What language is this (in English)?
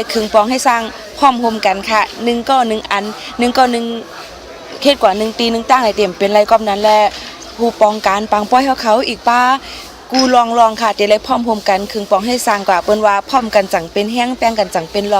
Shan